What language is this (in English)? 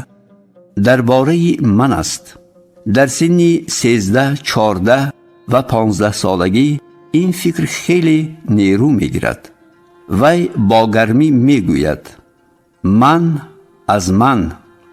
Tajik